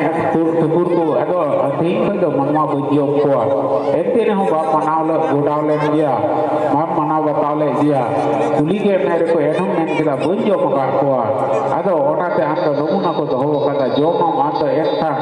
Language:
Santali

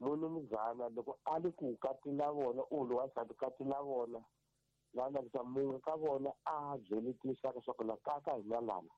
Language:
Tsonga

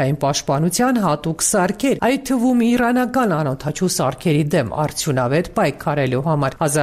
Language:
Armenian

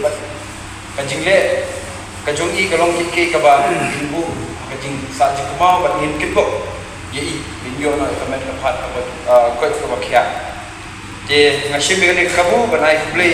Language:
Khasi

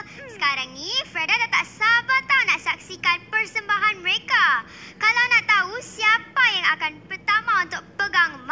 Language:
Malay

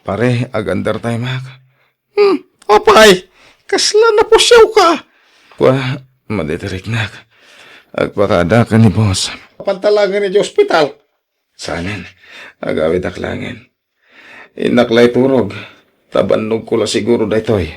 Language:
Iloko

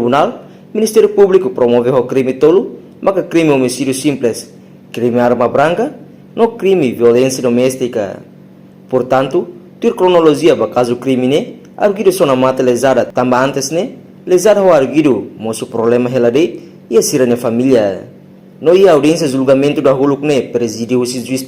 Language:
Tetum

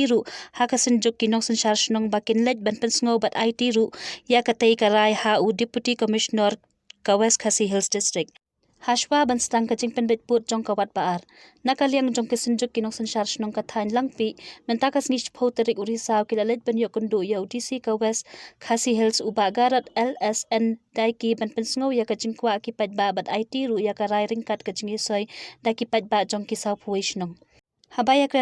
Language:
Khasi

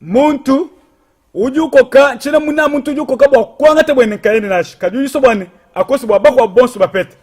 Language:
Luba-Lulua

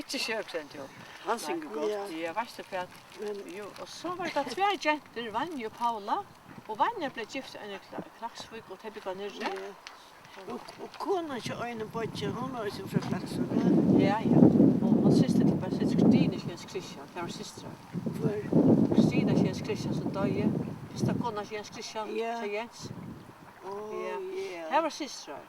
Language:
Faroese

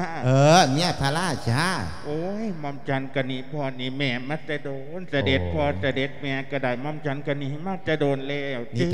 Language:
Lao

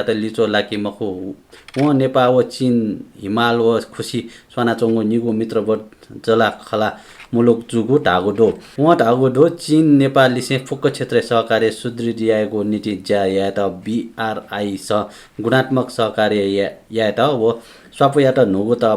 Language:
Newari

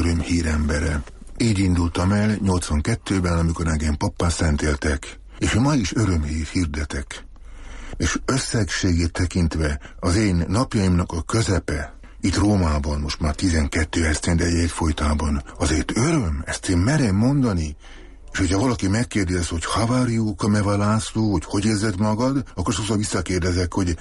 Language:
Hungarian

